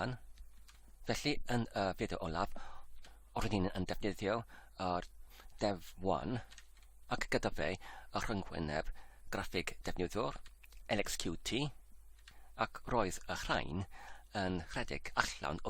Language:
Welsh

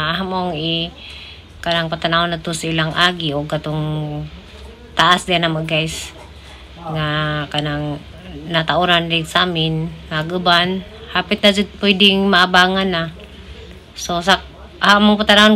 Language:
Cebuano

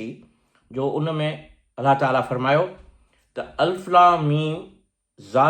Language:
Sindhi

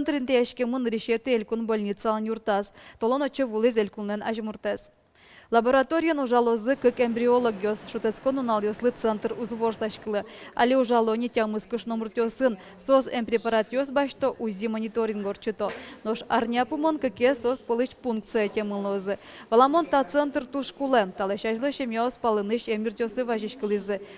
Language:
Udmurt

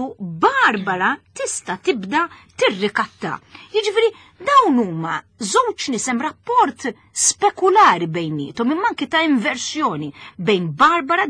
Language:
Maltese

